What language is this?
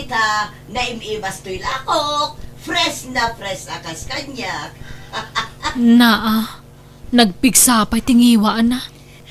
Iloko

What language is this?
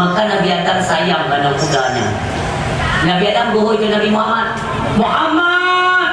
Achinese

